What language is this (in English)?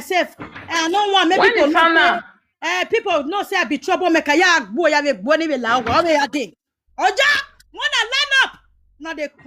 Nigerian Pidgin